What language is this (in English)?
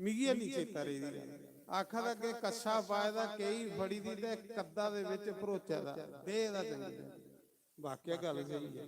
Dogri